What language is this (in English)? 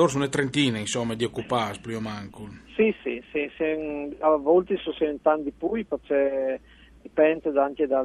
Friulian